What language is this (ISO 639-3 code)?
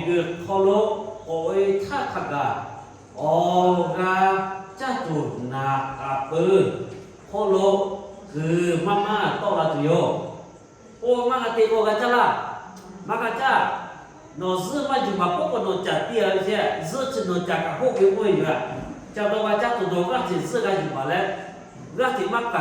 lhu